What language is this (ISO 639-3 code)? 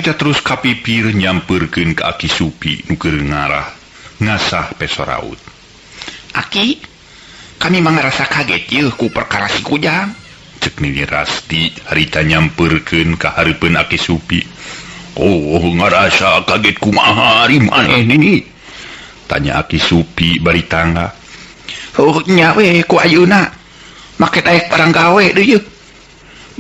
sun